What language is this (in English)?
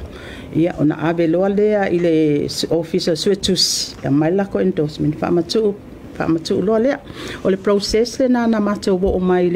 Samoan